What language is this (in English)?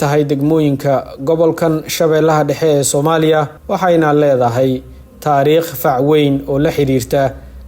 Somali